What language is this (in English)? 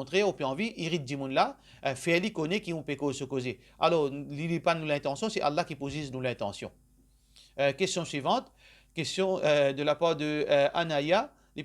Morisyen